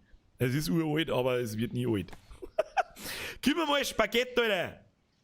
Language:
Bavarian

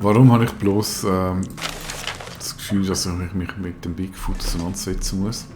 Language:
Swiss German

